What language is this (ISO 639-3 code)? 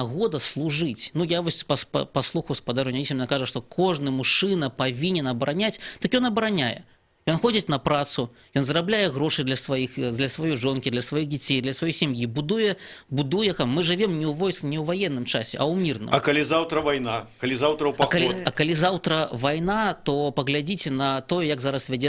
bel